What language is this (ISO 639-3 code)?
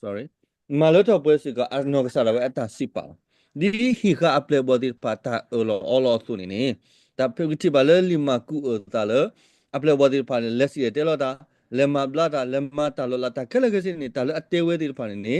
ksw